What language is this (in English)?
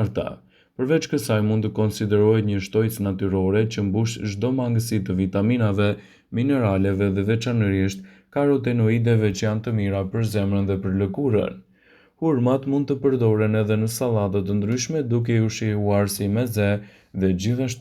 Albanian